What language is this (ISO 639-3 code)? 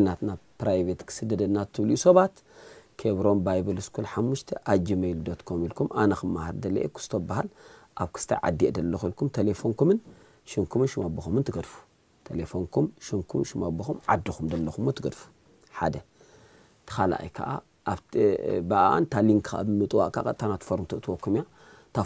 tir